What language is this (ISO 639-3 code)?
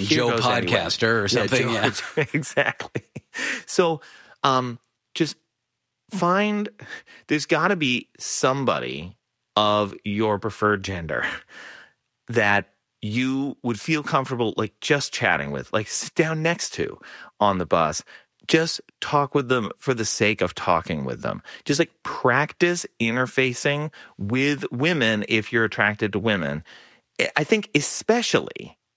eng